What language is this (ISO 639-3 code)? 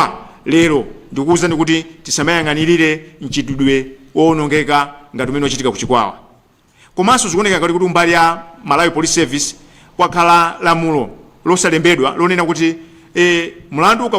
nya